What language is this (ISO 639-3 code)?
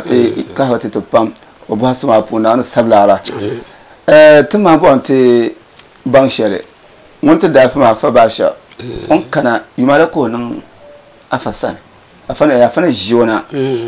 dag